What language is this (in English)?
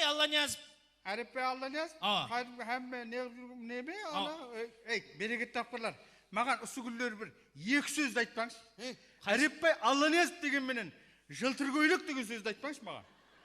Kara-Kalpak